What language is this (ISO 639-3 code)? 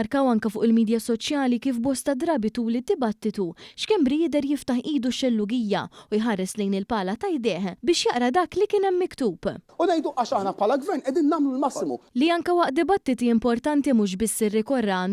mlt